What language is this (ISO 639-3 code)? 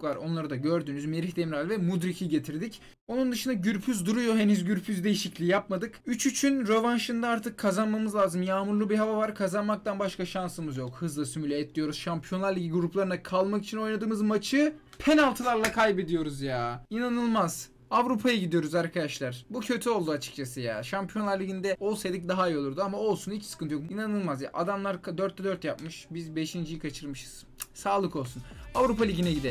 tur